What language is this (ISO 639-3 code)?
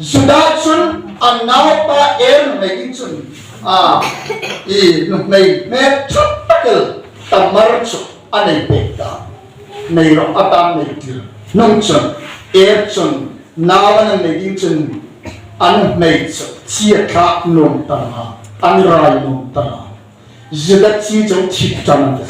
hmr